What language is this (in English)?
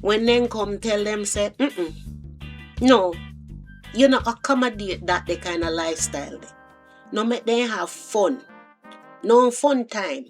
Jamaican Creole English